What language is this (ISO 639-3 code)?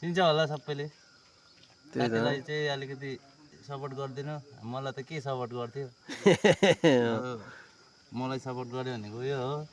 nep